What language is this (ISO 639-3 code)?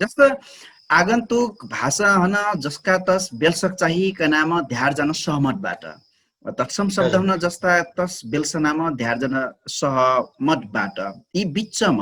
thl